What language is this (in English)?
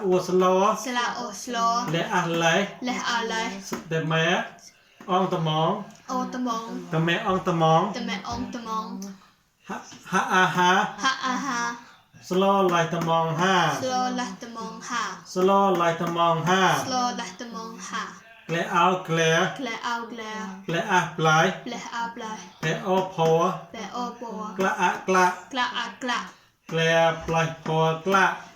Mon